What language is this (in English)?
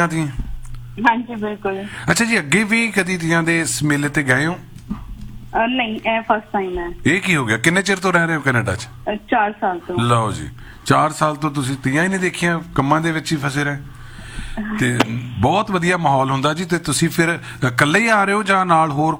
Punjabi